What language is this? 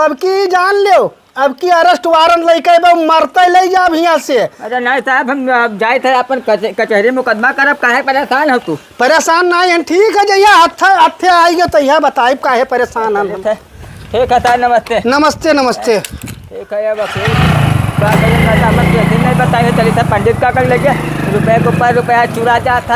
Awadhi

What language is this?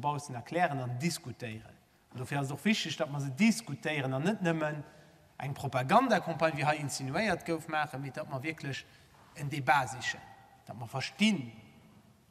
Luxembourgish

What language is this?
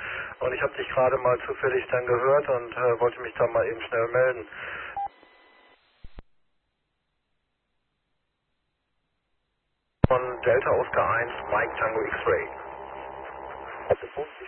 German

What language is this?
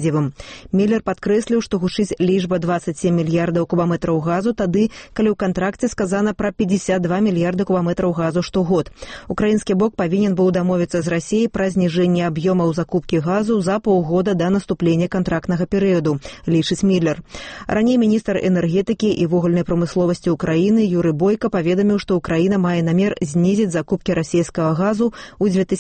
Belarusian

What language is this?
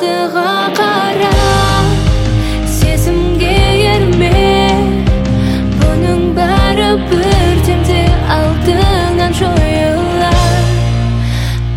Kazakh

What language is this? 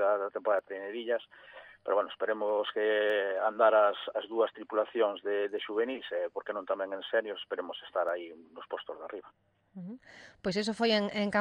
Galician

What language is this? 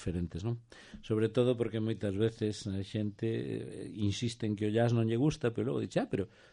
Galician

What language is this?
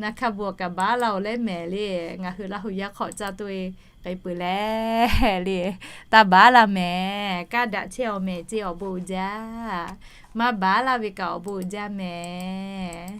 Lahu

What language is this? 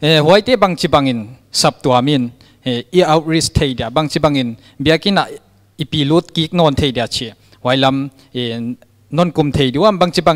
Paite Chin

